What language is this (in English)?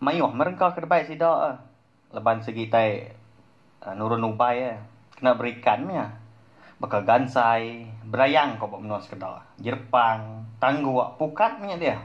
Iban